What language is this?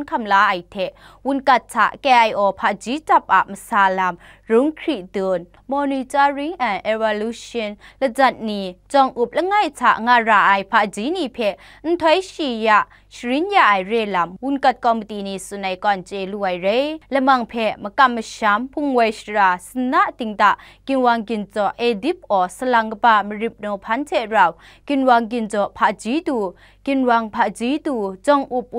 Kachin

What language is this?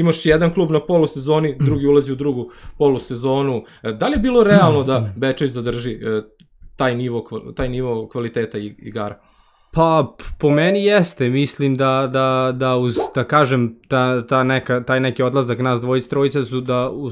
Serbian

